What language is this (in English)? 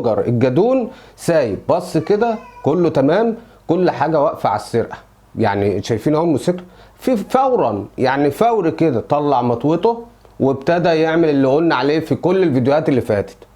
Egyptian Arabic